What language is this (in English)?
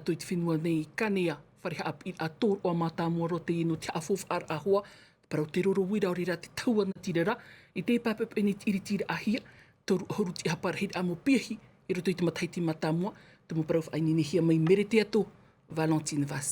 Tahitian